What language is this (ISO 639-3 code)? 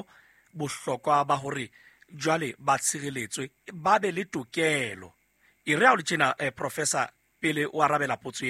sot